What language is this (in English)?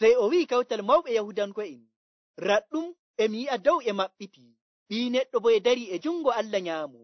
Nigerian Fulfulde